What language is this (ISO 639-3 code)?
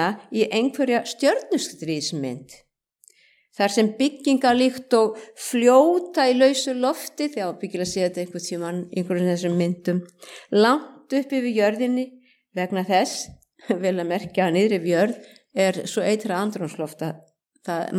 isl